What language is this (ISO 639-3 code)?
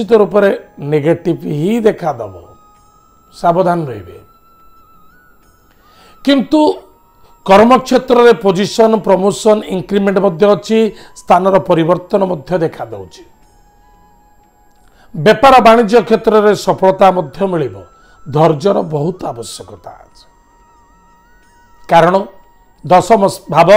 ori